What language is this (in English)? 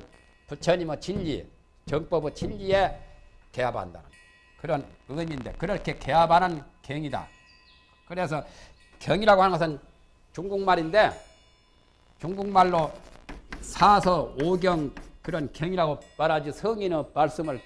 Korean